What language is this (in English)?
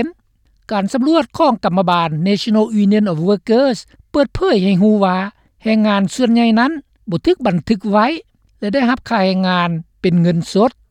Lao